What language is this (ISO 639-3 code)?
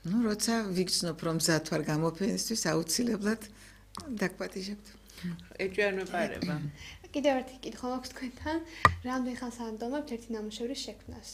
kat